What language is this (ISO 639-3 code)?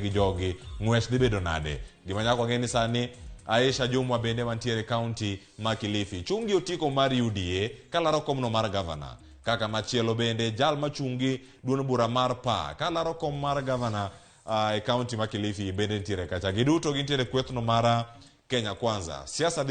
luo